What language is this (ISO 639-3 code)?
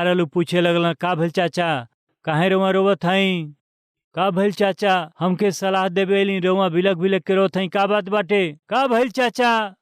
bho